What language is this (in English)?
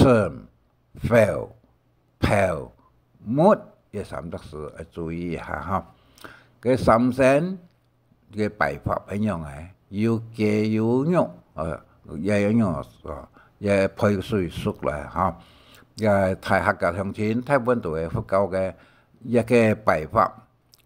Hakka Chinese